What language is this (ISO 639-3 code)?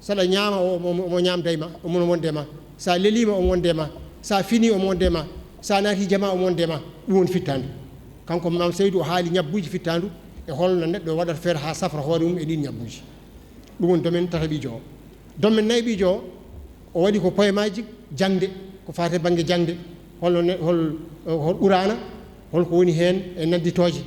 ful